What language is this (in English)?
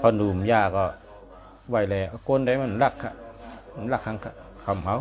Shan